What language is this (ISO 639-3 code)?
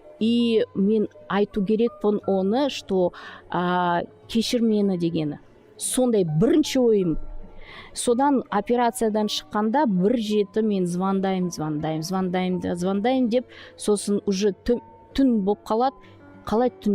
kaz